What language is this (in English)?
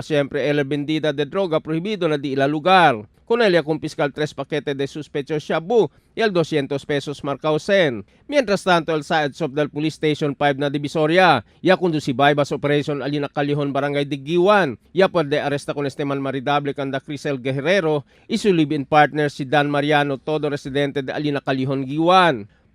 Chavacano